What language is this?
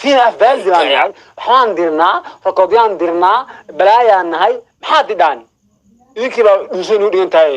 Somali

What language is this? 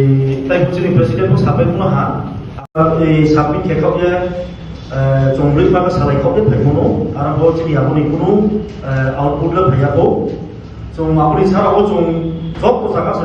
Riang (India)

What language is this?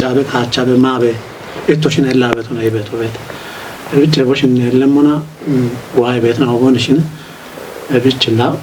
Kafa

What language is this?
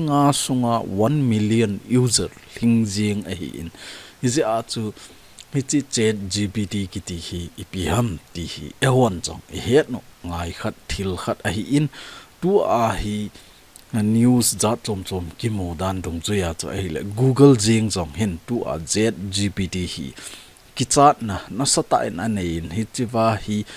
Thado Chin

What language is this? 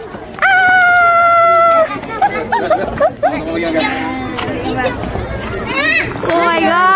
Malay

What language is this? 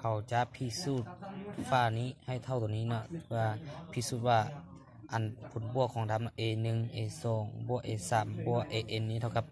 Lao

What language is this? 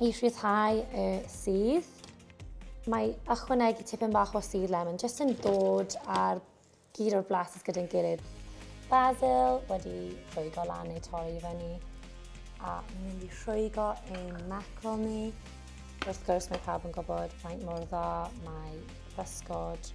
Welsh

